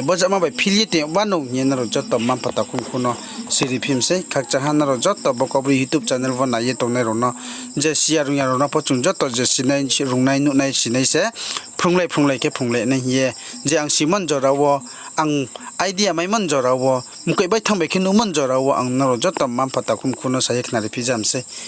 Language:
Riang (India)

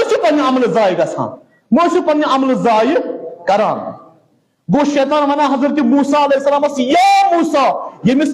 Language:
Kashmiri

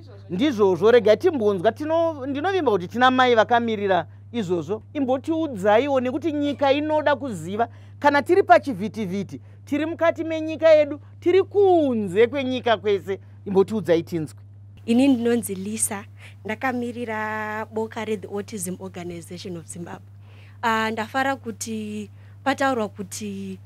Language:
Shona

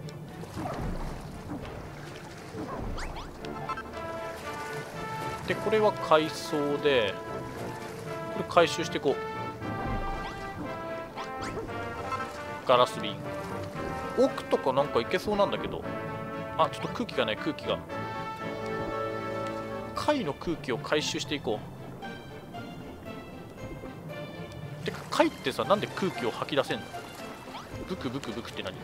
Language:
Japanese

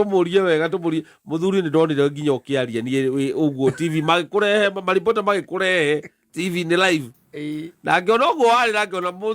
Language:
Kikuyu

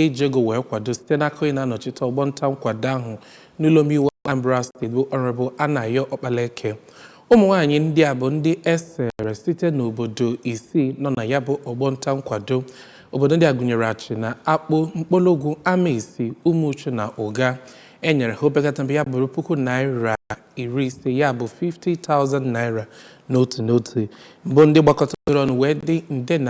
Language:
Igbo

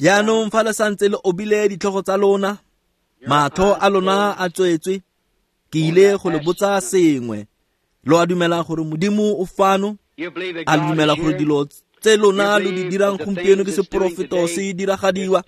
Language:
Tswana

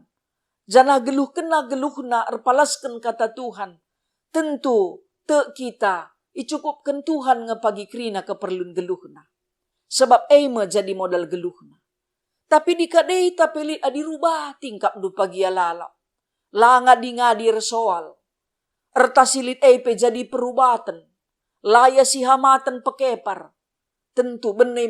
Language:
Batak Karo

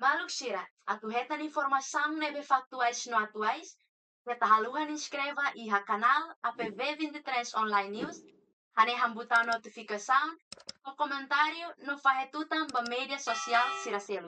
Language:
Tetum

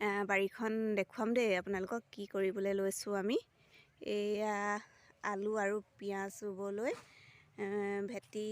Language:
Assamese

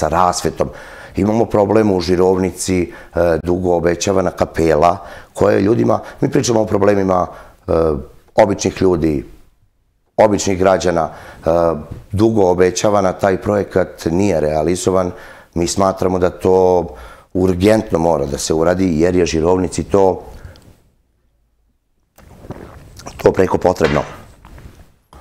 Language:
Serbian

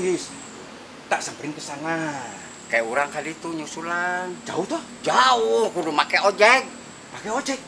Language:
Sundanese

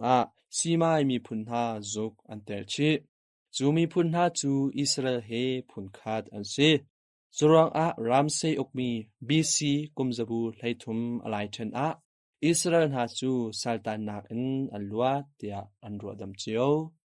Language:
Hakha Chin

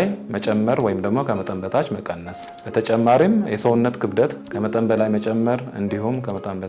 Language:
Amharic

